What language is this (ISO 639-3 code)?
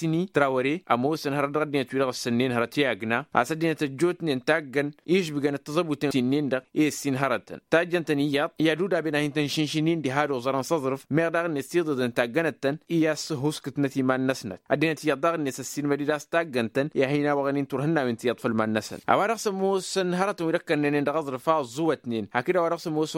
taq